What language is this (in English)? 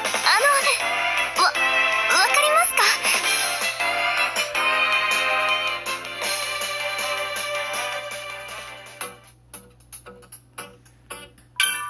Japanese